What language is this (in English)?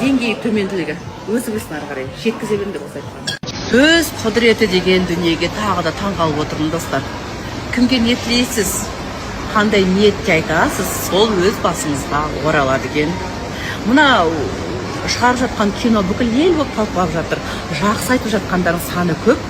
Kazakh